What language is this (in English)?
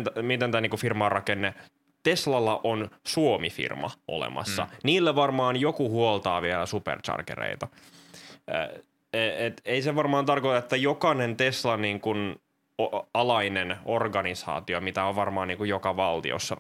Finnish